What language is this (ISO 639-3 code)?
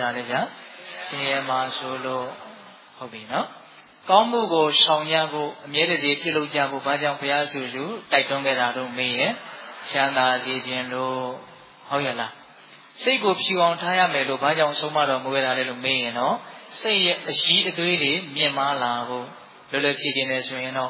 mya